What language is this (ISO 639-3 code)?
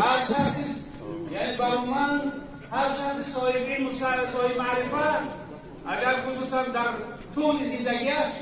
tgk